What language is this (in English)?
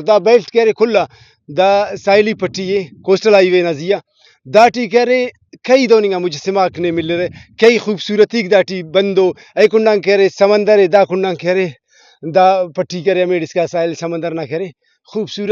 Brahui